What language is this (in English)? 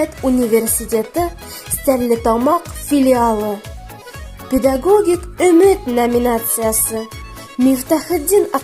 Bashkir